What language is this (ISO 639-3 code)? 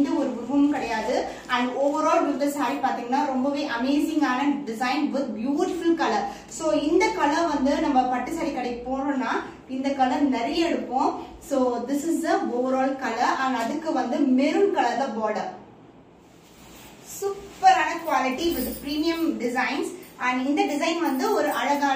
tam